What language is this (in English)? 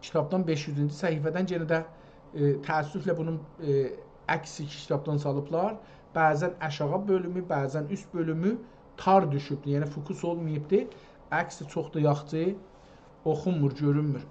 South Azerbaijani